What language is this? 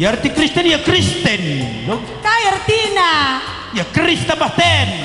Batak Karo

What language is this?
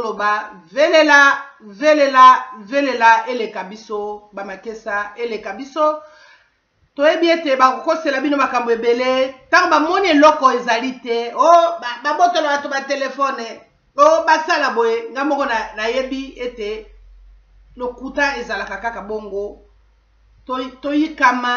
Lingala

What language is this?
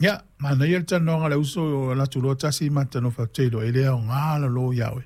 Samoan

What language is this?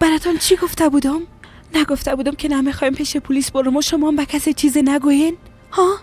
Persian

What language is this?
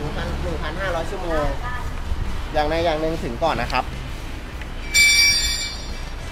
Thai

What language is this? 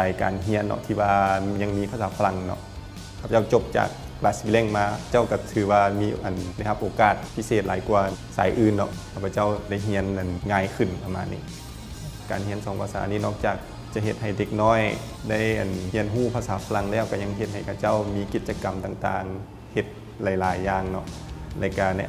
Lao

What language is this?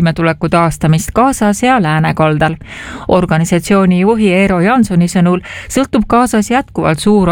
Estonian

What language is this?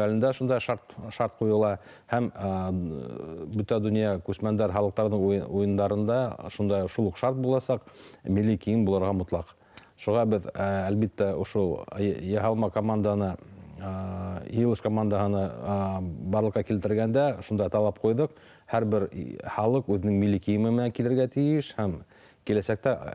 Bashkir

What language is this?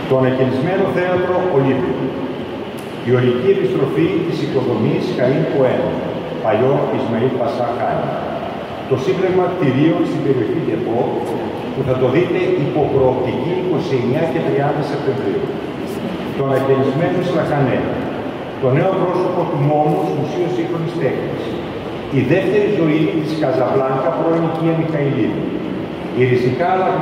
Greek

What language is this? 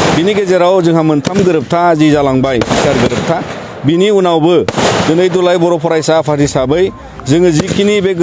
Bodo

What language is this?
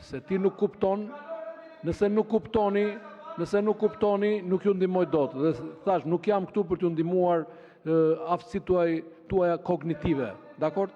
Albanian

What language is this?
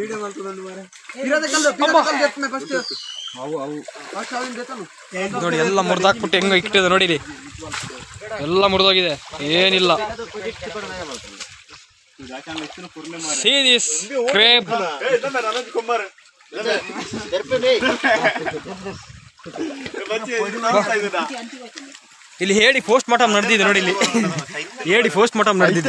Kannada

